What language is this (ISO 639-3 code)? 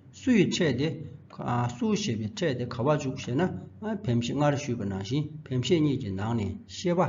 bod